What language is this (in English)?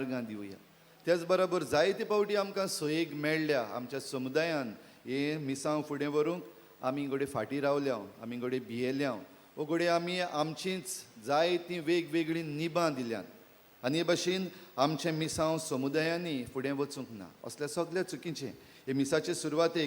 Konkani